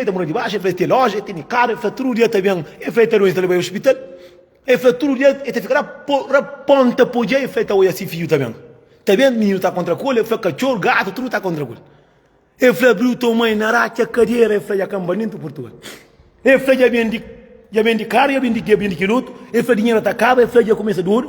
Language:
Kabuverdianu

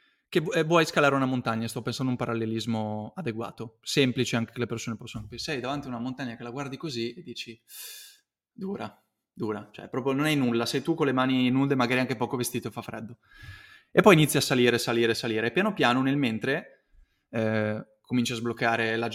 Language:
Italian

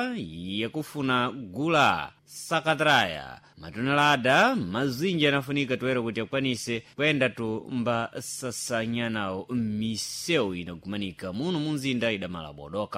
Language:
Sena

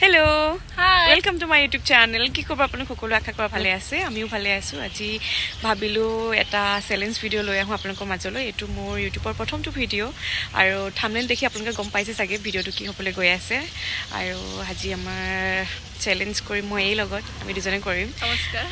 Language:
Assamese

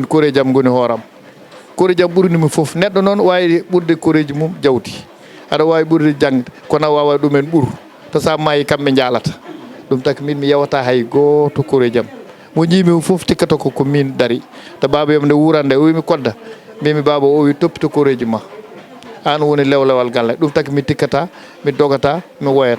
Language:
Fula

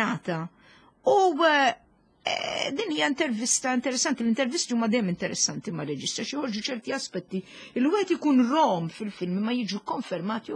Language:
Maltese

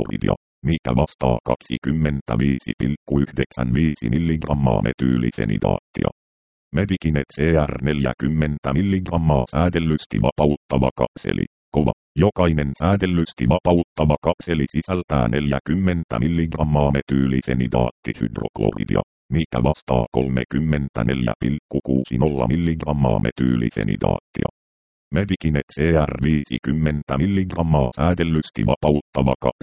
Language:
Finnish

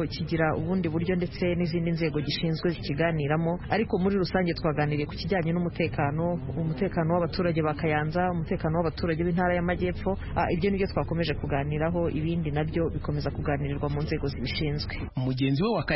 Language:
Kinyarwanda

